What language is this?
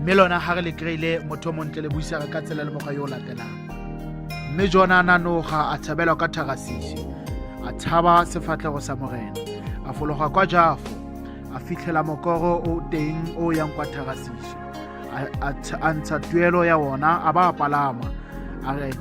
Tswana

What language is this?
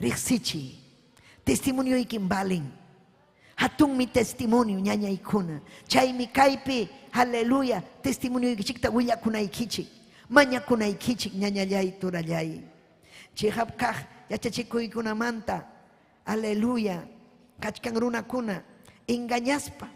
Ayacucho Quechua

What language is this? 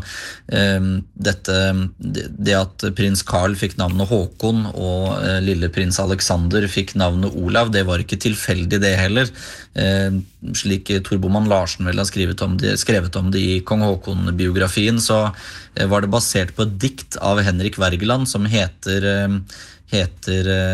Norwegian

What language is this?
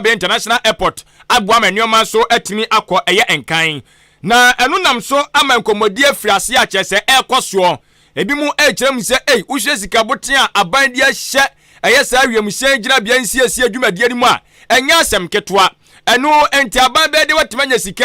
Akan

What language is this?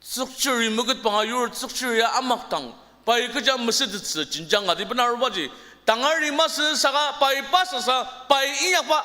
Ao Naga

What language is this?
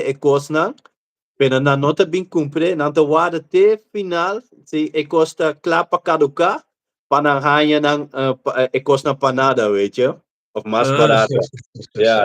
Papiamento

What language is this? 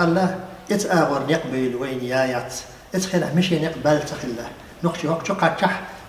Chechen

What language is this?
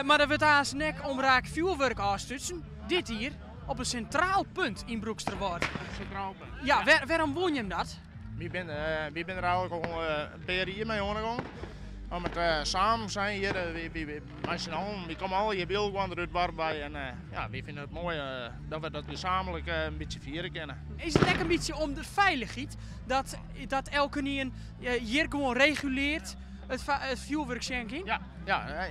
Western Frisian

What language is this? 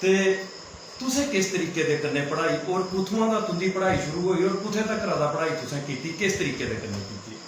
Dogri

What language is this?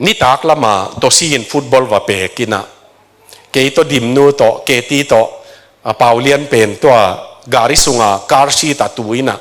Tedim Chin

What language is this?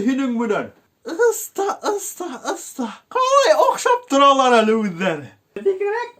Bashkir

